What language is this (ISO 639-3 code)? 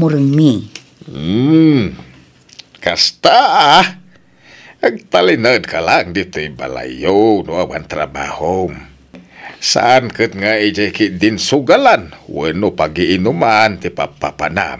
ilo